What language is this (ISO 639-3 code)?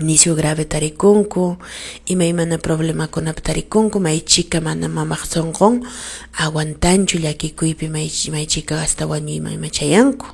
que